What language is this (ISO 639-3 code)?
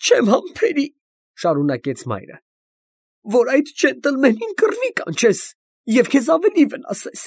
hye